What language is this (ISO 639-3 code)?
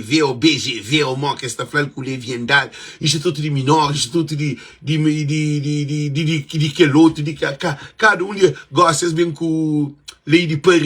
kea